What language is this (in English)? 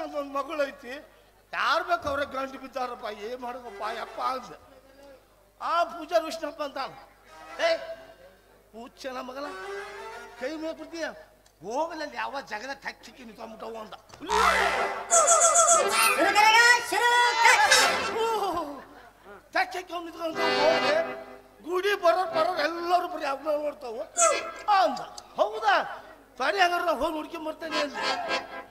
Kannada